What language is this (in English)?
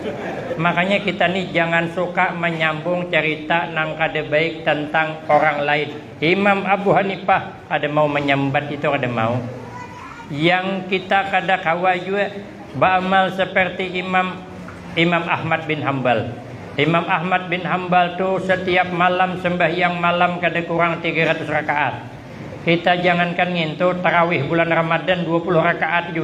Banjar